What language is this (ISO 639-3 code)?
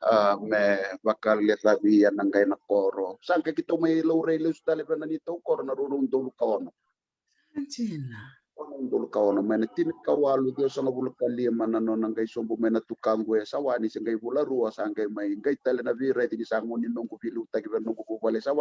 fij